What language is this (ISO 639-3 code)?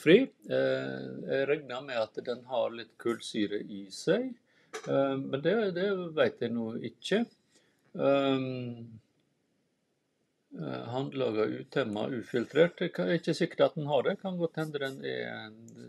nor